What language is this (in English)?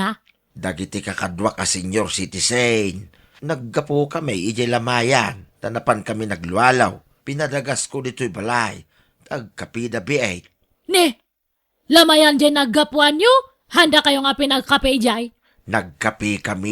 Iloko